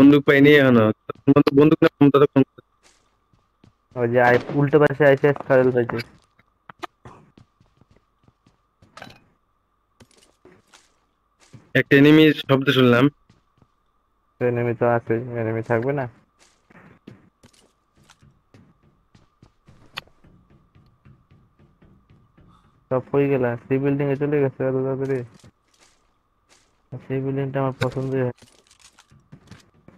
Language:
Bangla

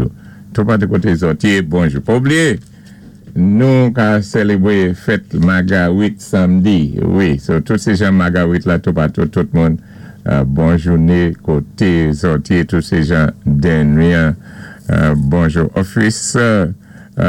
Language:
Saint Lucian Creole French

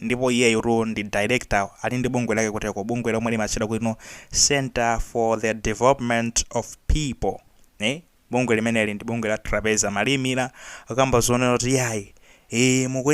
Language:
Nyanja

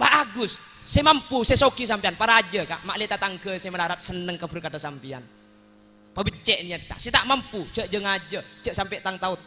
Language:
Madurese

